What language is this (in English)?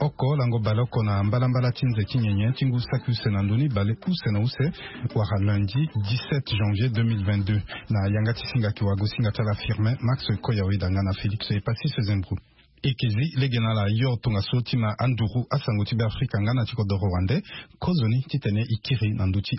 Sango